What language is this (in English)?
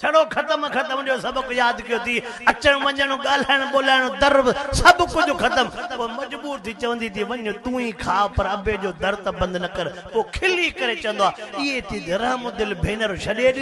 Sindhi